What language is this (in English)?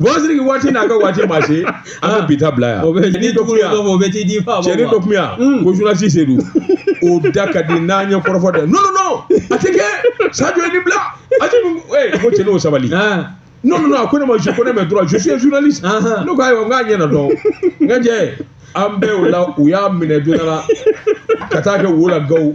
Bambara